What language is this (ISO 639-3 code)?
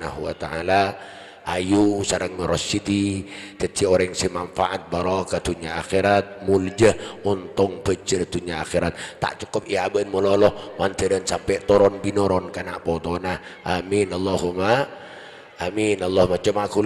mad